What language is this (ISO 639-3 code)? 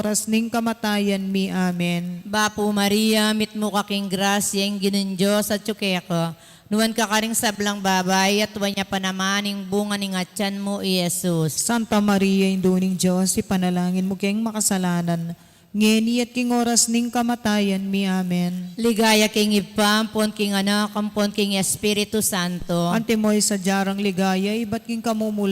pam